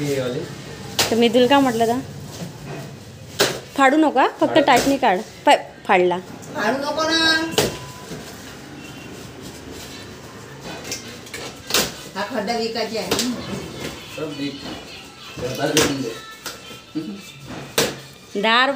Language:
Marathi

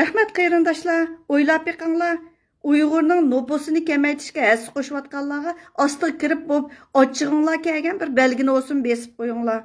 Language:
Uyghur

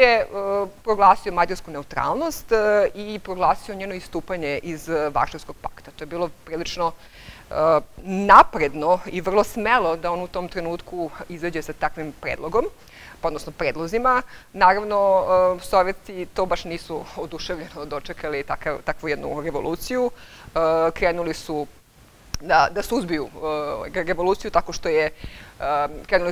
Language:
Serbian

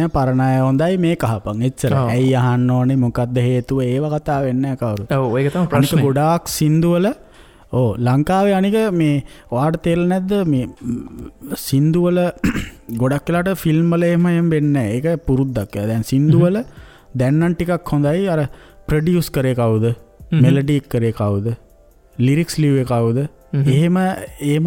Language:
Sinhala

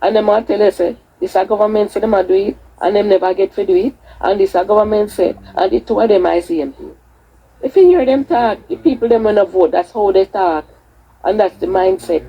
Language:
Jamaican Creole English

